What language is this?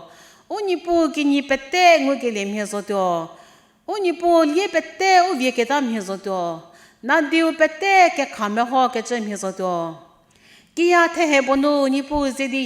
Angami Naga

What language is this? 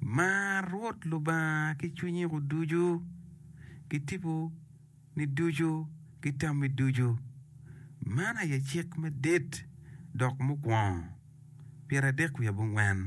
Acoli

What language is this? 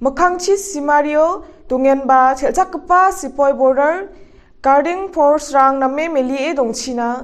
Garo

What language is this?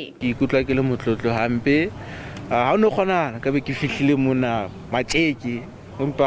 Southern Sotho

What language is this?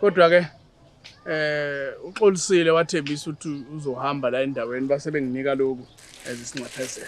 Zulu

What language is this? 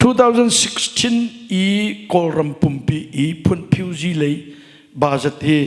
Hakha Chin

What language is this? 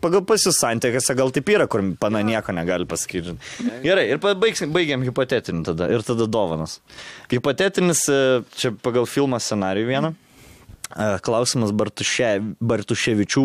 Lithuanian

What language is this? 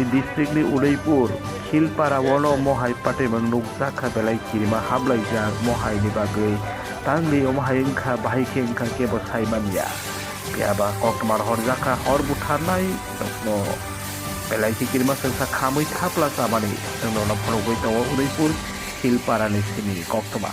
Kok Borok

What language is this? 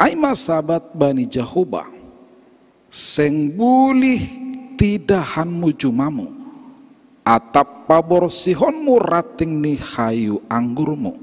Batak Simalungun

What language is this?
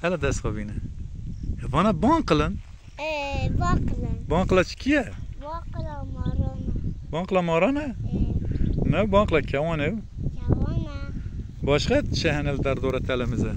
Kurdish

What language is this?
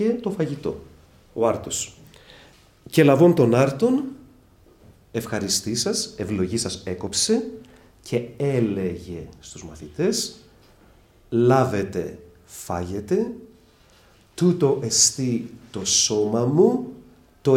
Greek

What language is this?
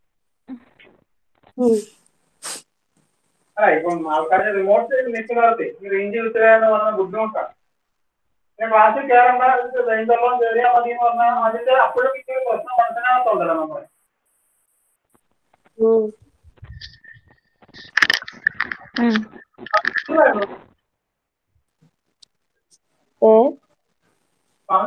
Malayalam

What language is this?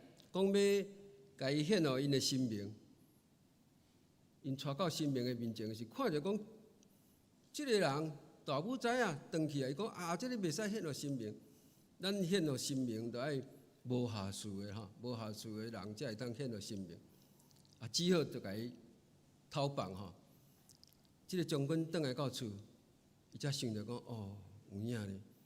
Min Nan Chinese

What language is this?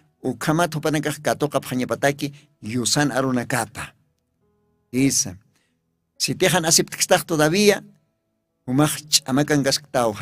Aymara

